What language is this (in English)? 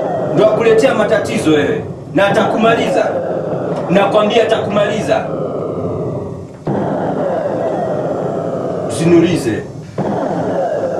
Swahili